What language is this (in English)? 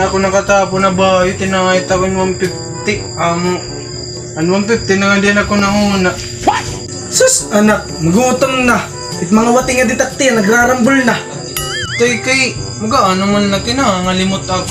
Waray